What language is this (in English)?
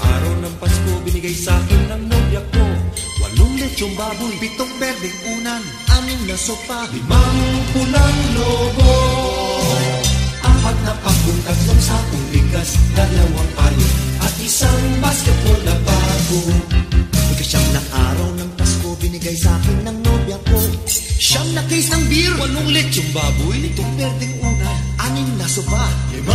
Filipino